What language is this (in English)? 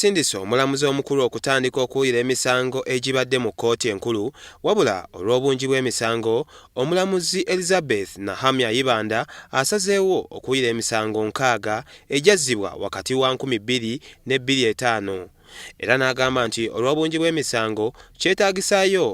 Ganda